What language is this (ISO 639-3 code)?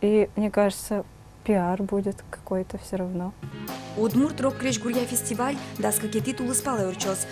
udm